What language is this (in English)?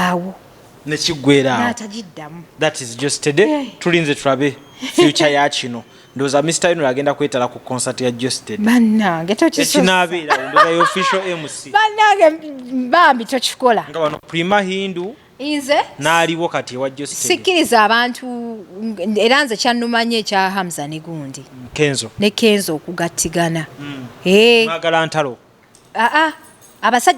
Ganda